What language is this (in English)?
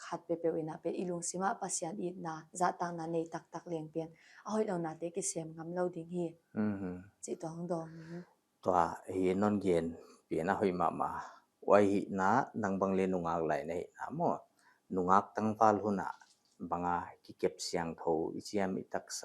Paite Chin